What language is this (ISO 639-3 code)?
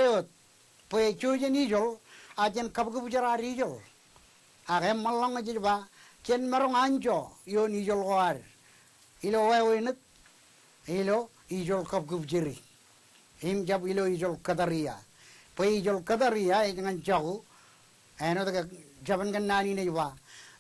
mah